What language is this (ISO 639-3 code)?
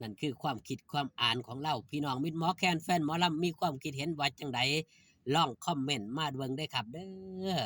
tts